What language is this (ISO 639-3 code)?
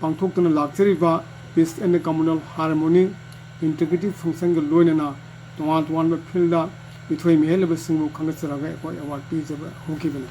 mni